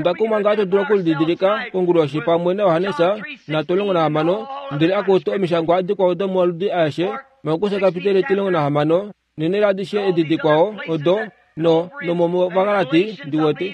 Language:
Kuanyama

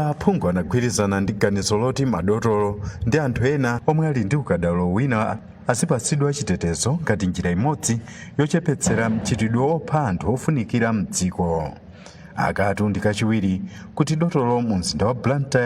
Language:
Nyanja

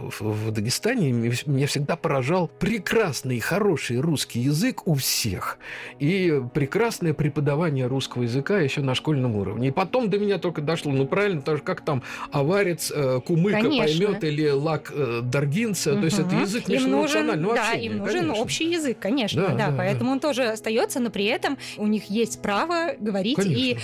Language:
Russian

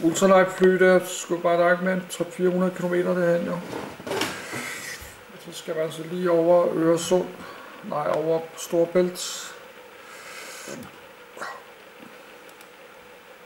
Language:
Danish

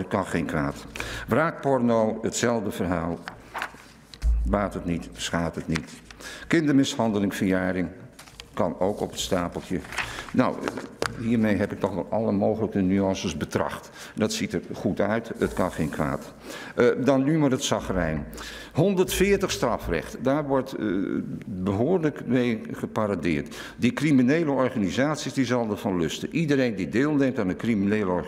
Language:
Dutch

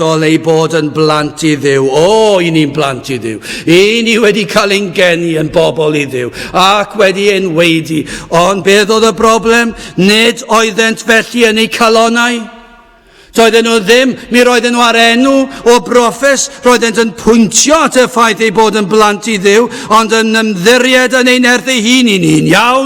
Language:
Welsh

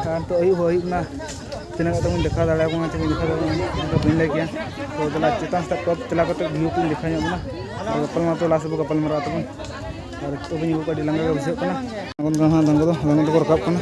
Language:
Santali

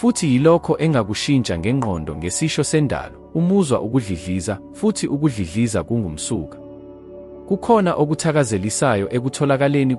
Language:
Zulu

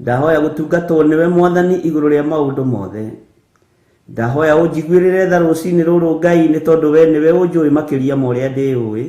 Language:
Kikuyu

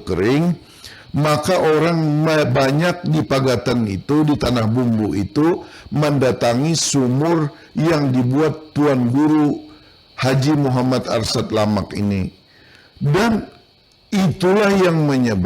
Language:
Banjar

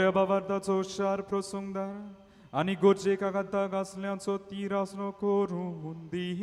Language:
Konkani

